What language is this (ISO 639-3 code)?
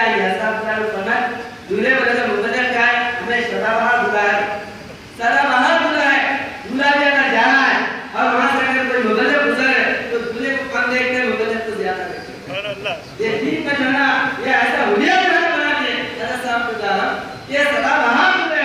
urd